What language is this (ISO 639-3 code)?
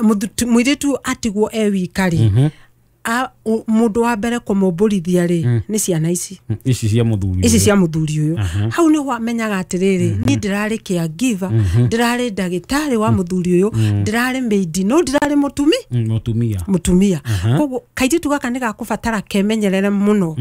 kik